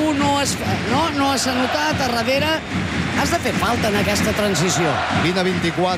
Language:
Catalan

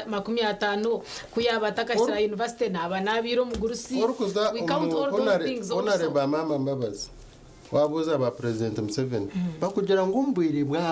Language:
Nyankole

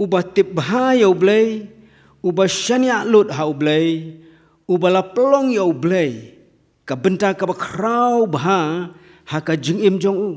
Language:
Khasi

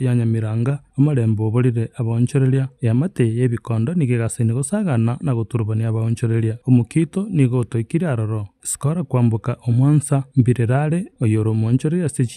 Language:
Gusii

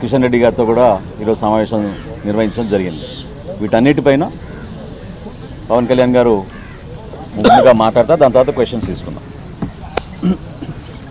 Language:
Telugu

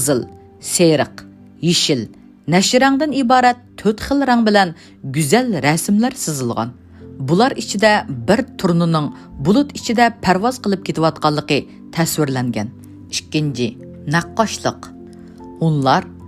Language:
Uyghur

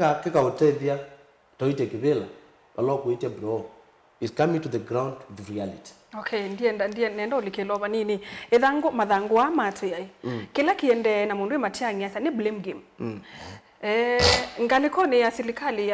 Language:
Kamba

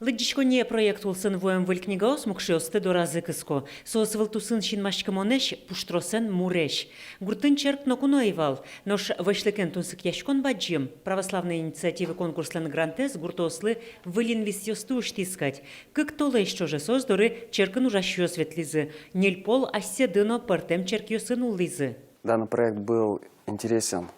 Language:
Udmurt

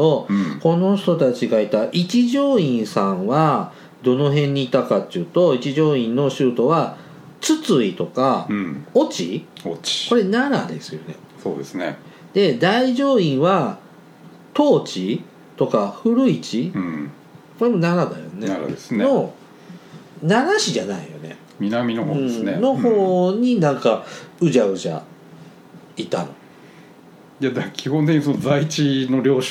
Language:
Japanese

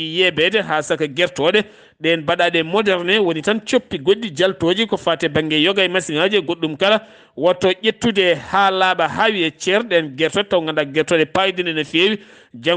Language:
Fula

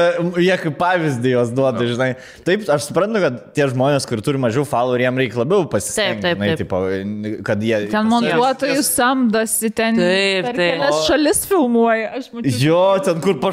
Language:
Lithuanian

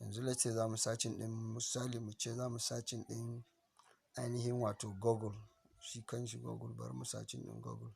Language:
Hausa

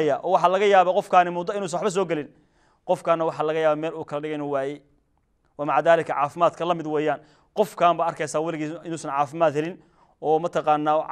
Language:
Somali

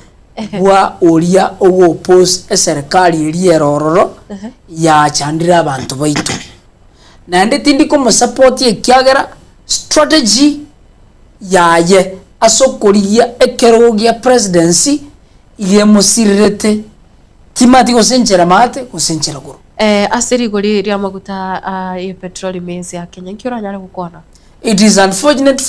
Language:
Gusii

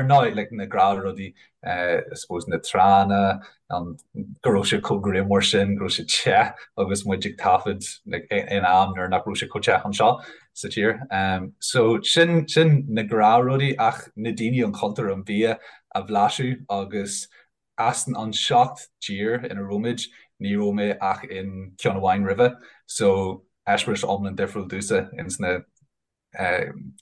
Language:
Irish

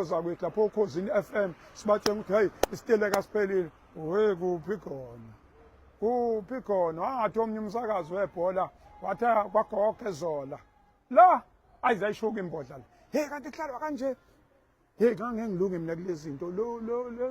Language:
Zulu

